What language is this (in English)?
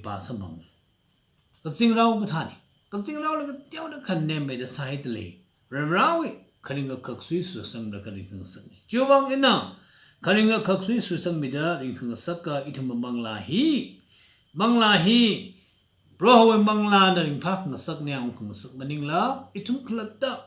Tangkhul Naga (India)